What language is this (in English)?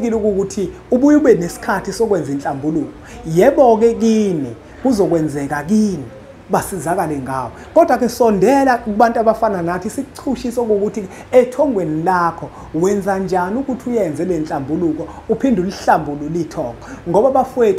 Zulu